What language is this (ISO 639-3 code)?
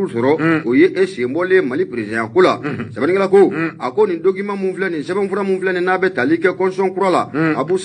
bam